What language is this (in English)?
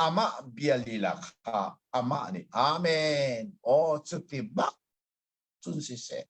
Hakha Chin